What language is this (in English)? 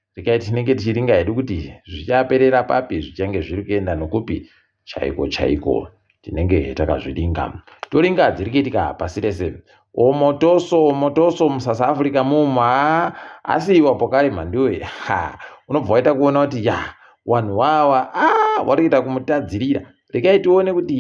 Ndau